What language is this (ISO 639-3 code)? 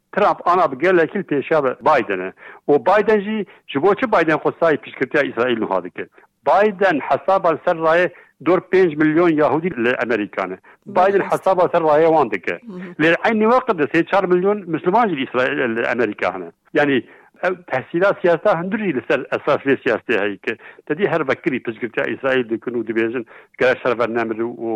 kur